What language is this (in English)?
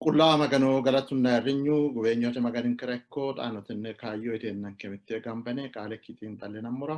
Sidamo